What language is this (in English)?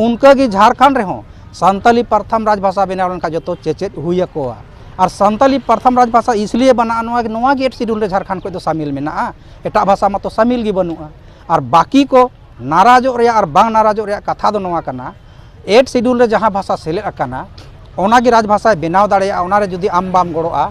Santali